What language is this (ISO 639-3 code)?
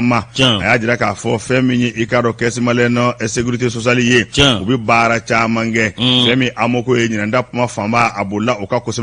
bam